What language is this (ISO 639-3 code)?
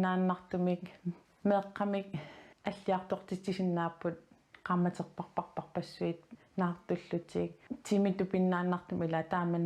kal